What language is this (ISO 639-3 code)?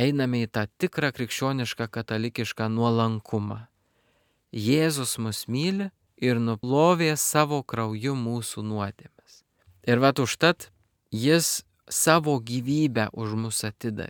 lit